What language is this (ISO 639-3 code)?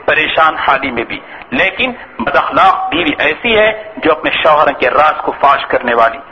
urd